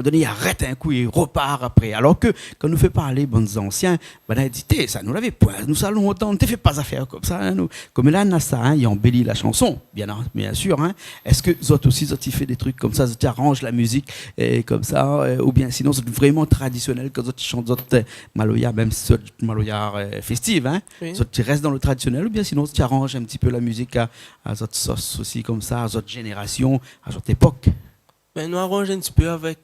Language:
Réunion Creole French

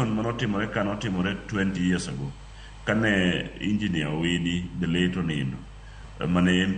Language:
Luo (Kenya and Tanzania)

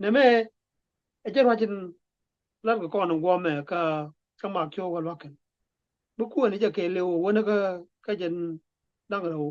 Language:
Nuer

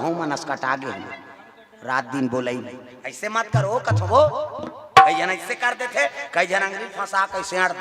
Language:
Chhattisgarhi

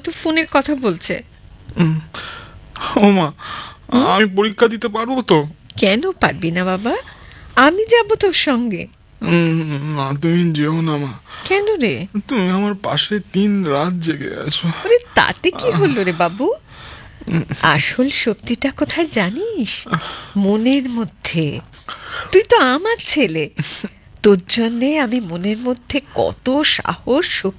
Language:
Bangla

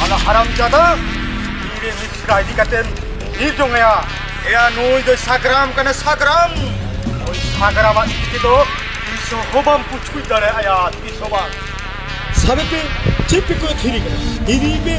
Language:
Santali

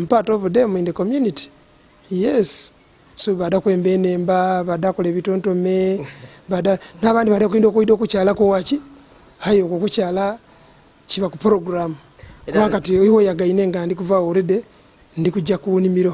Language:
Ganda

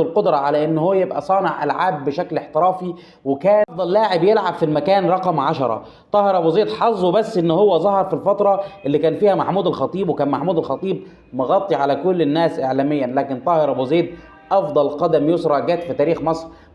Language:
Egyptian Arabic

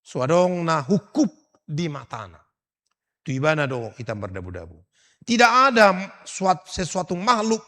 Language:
Batak Toba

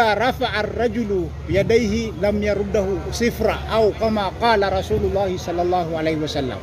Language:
Maranao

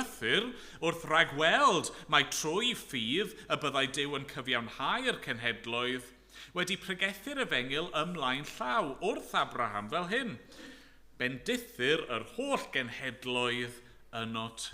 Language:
Welsh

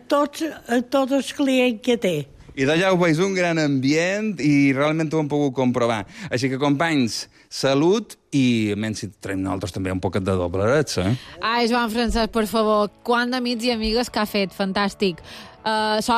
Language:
Catalan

